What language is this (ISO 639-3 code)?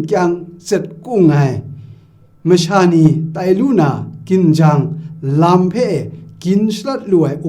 kac